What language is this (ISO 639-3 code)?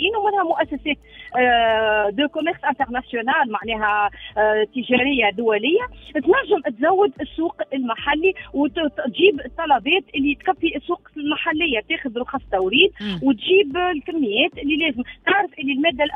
aeb